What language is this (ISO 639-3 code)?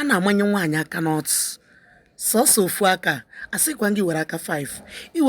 ibo